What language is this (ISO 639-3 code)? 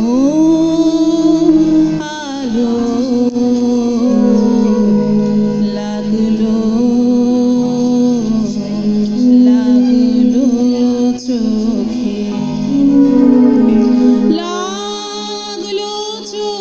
ben